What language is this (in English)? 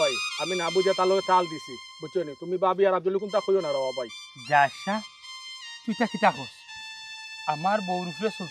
Sylheti